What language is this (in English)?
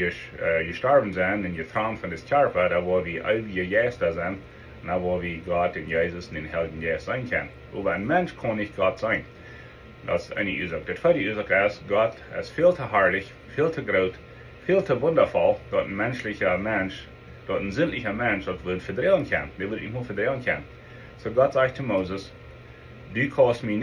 Plautdietsch